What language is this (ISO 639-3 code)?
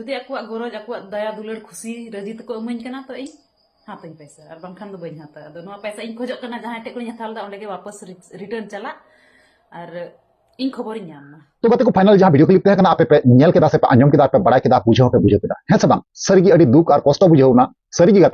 sat